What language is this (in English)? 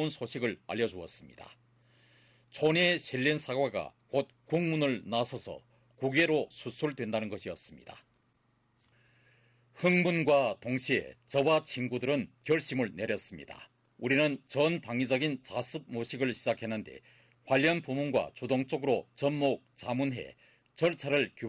Korean